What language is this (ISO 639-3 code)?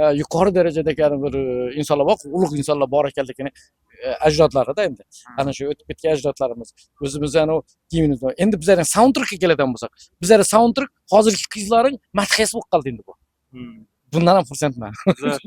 uzb